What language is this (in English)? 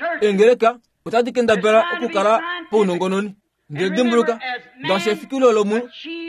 Kuanyama